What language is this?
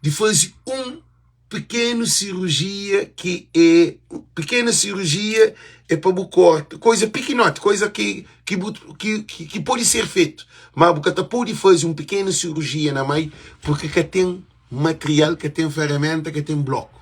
Kabuverdianu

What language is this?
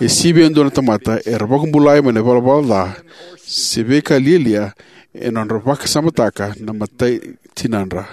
Fijian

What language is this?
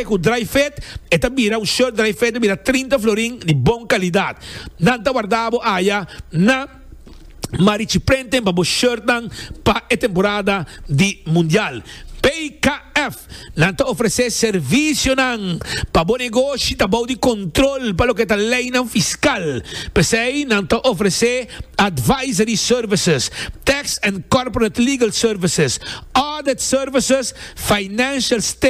Papiamento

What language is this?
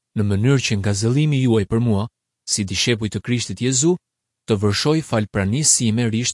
Albanian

